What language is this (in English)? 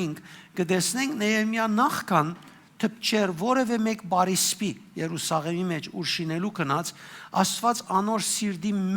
Western Armenian